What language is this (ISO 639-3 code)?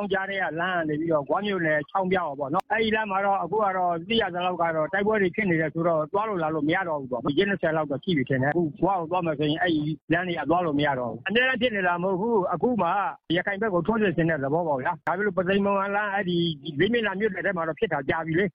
mya